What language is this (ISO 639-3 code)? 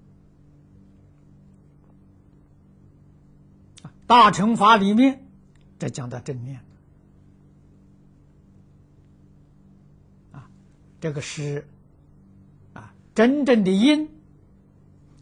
zho